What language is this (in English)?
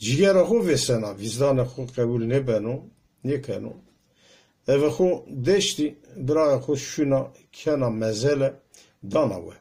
Zaza